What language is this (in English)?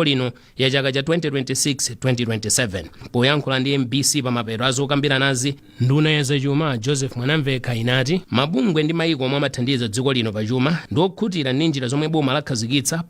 Nyanja